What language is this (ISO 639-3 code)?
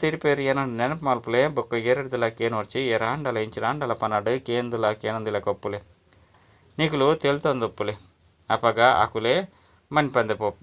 tcy